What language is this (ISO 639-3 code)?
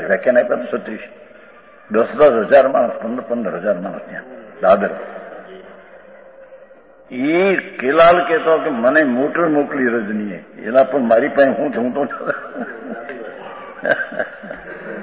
guj